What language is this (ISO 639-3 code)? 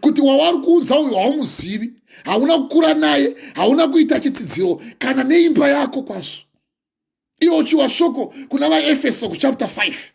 sna